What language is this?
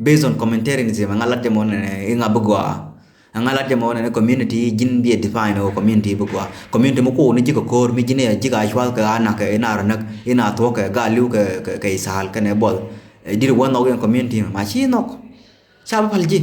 Nuer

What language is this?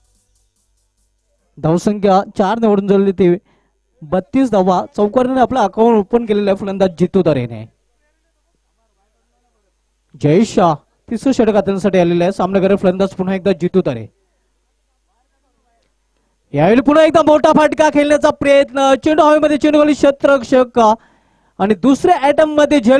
Marathi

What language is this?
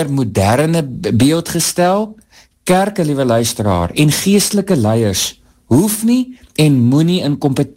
Afrikaans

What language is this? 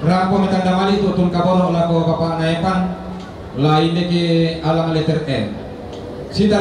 Toraja-Sa'dan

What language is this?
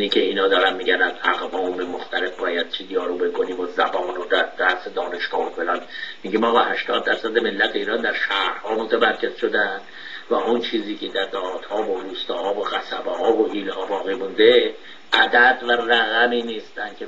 Persian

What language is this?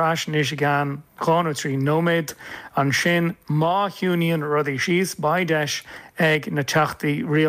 Irish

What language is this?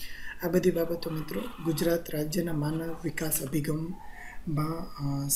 Gujarati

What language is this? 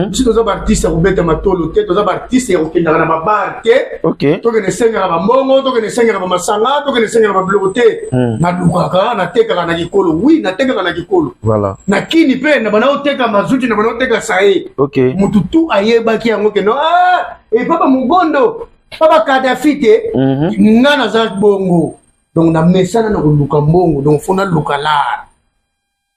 Lingala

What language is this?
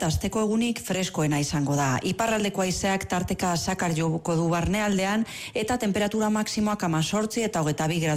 Basque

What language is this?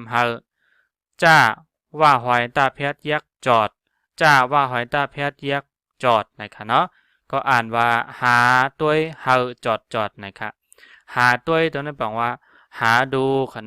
Shan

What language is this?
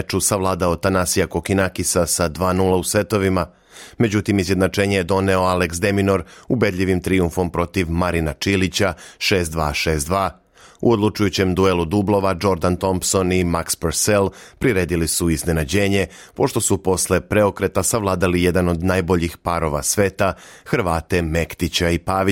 Serbian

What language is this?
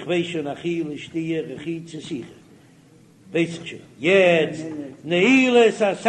Yiddish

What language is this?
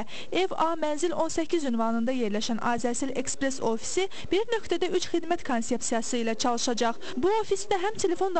Azerbaijani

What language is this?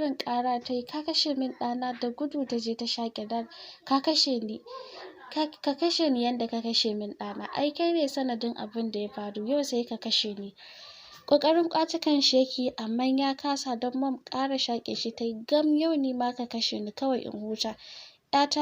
Hausa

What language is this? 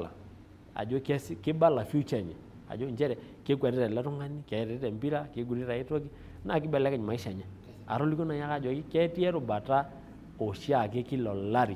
Masai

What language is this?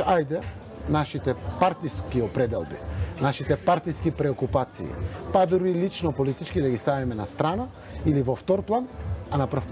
Macedonian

